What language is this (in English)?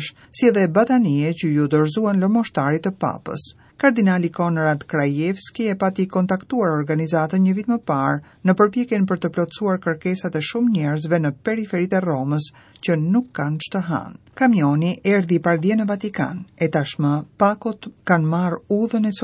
Albanian